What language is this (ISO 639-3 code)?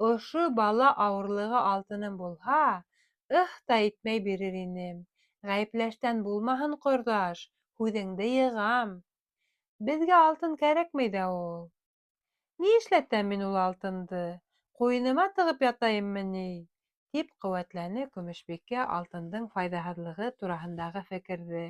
bak